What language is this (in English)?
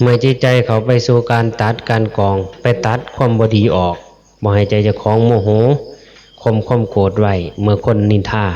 Northeastern Thai